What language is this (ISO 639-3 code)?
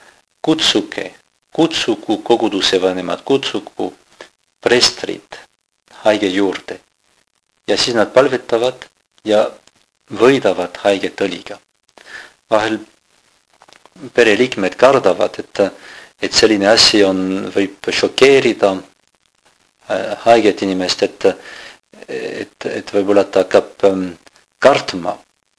est